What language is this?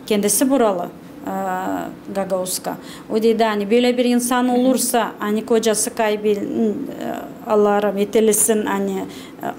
Gagauz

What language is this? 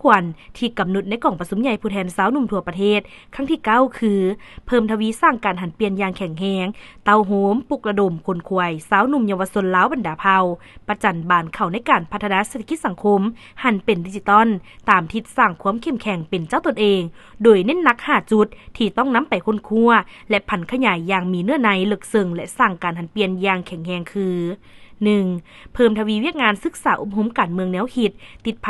Lao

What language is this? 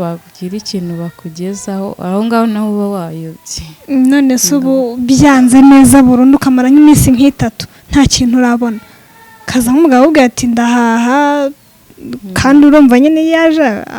Kinyarwanda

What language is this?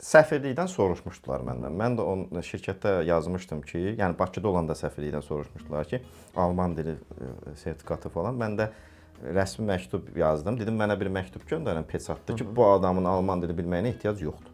Azerbaijani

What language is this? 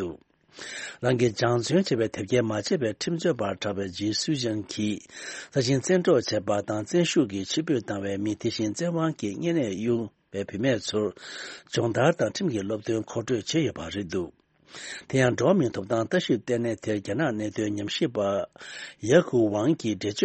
Tibetan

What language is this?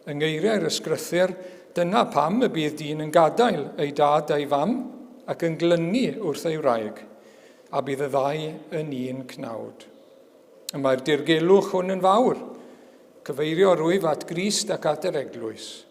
Welsh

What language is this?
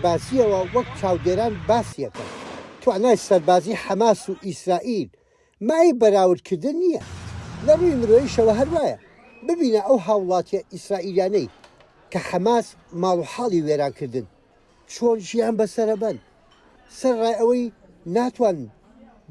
Central Kurdish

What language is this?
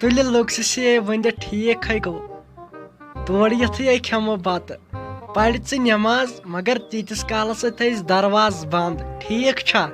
Kashmiri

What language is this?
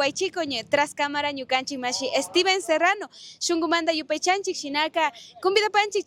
Chimborazo Highland Quichua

